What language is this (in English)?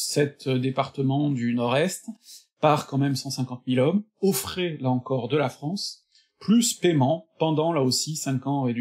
French